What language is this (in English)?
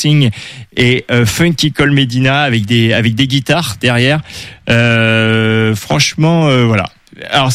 French